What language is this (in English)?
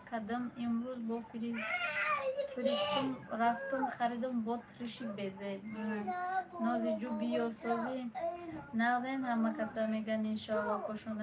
Tajik